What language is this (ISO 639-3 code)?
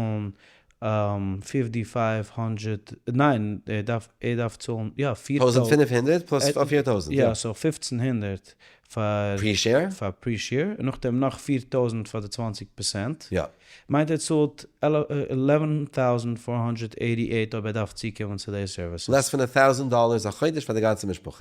yid